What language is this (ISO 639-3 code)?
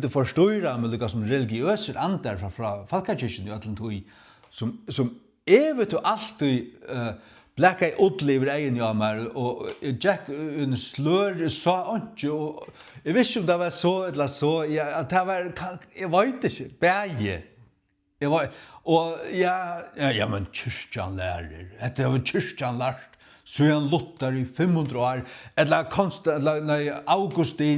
fao